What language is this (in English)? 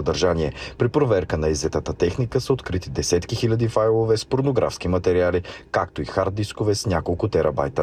Bulgarian